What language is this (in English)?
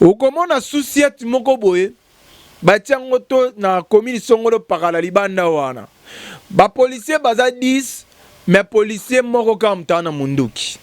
Lingala